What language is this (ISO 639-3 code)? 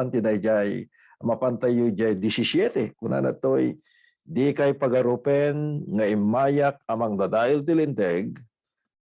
ilo